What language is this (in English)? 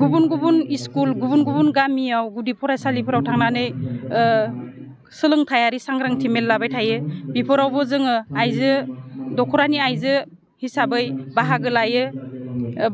Bodo